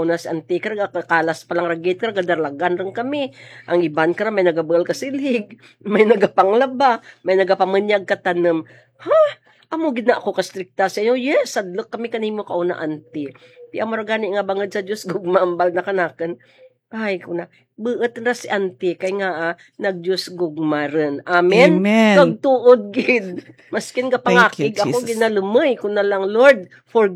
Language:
Hiligaynon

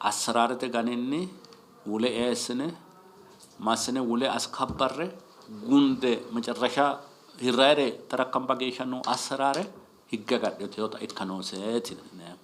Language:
Sidamo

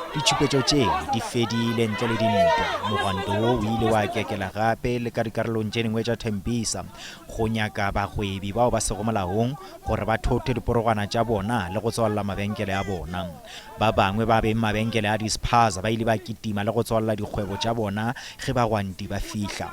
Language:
Northern Sotho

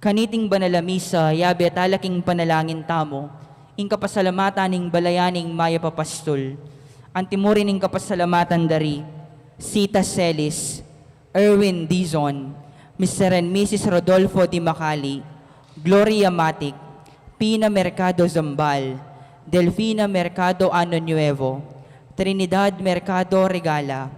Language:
Pampanga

